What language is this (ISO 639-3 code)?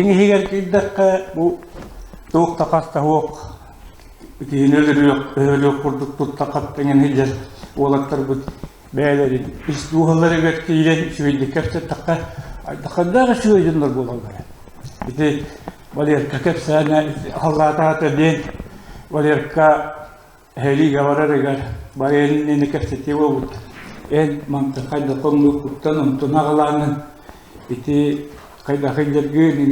sah